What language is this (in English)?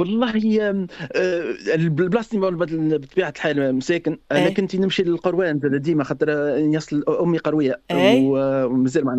Tunisian Arabic